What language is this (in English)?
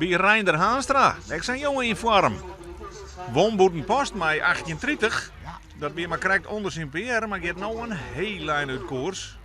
Western Frisian